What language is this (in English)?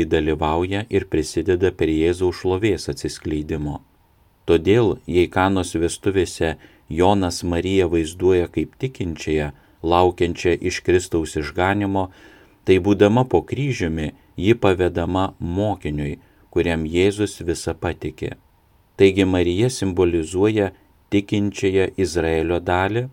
Lithuanian